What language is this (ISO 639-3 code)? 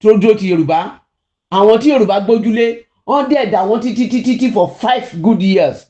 yor